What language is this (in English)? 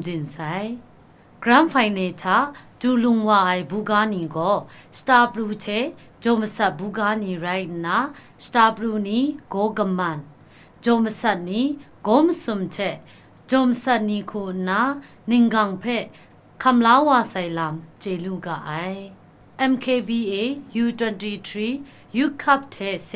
Kachin